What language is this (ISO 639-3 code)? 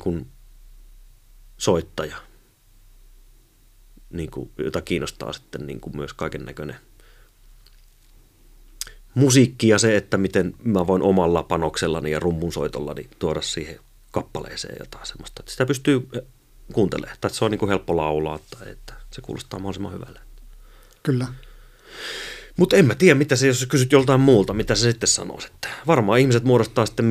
fin